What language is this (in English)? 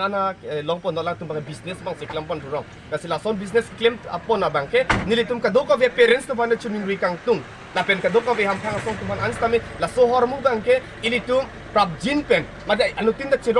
Karbi